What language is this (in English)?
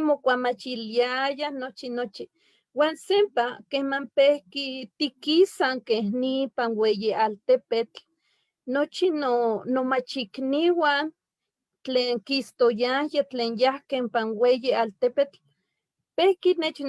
Eastern Huasteca Nahuatl